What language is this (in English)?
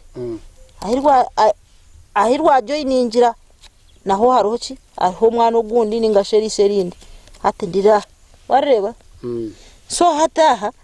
Nyankole